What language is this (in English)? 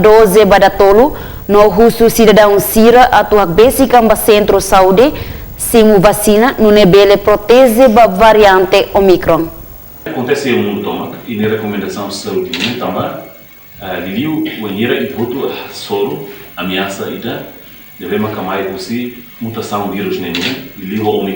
Tetum